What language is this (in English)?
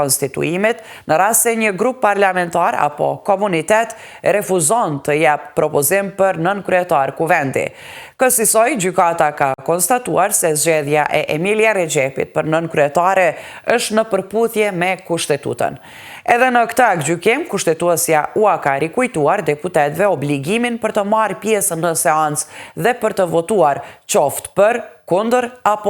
Albanian